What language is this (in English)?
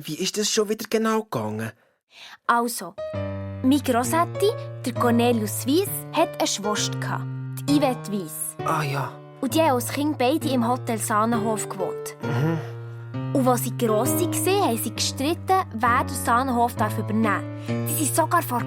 Swiss German